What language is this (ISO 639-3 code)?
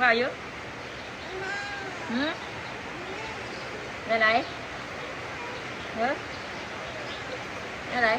tts